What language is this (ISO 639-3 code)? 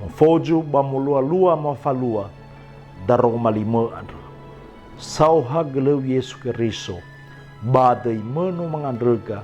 nia